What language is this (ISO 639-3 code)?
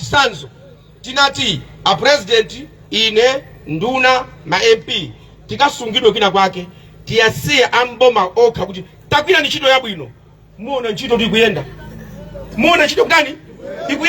nya